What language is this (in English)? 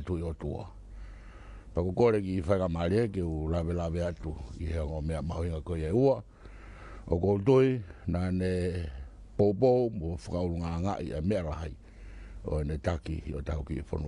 Tongan